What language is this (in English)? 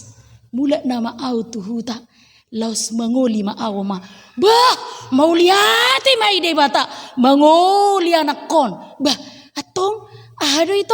Batak Toba